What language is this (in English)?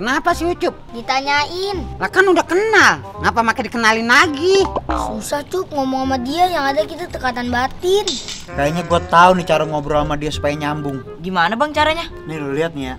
Betawi